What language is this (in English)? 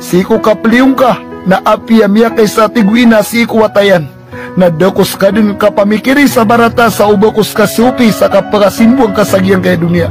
Maranao